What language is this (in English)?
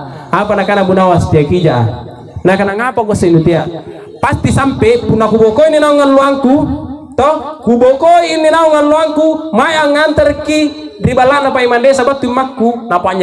Makasar